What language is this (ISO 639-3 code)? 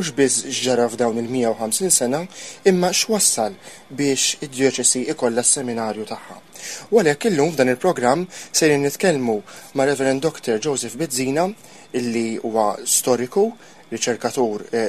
mlt